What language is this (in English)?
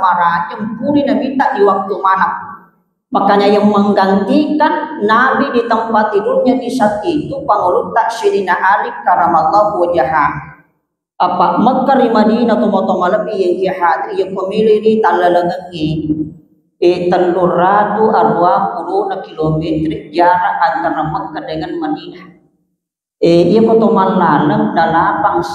Buginese